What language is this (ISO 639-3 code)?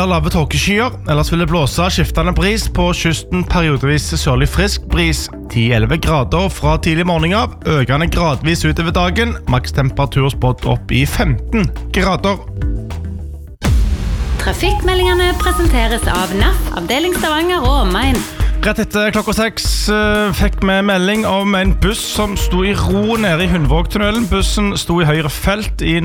nor